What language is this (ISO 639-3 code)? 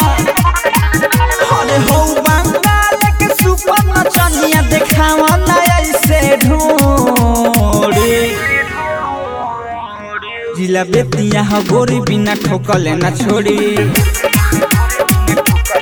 bho